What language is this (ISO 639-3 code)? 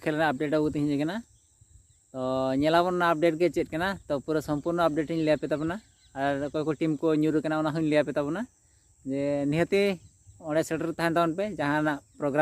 sat